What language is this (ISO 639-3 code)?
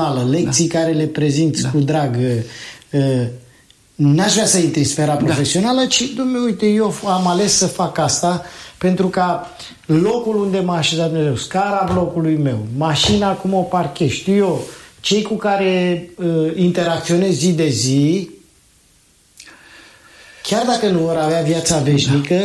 ron